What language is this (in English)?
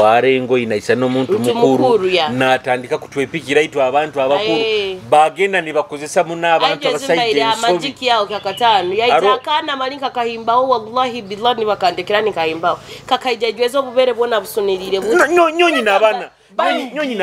Nyoro